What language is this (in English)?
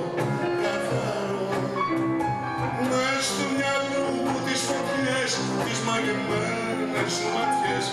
Greek